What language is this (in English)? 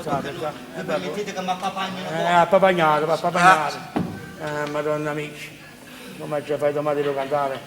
Neapolitan